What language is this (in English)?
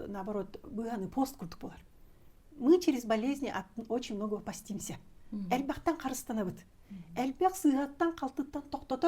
Yakut